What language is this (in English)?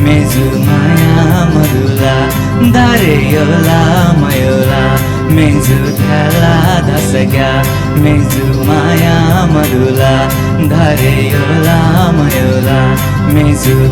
Newari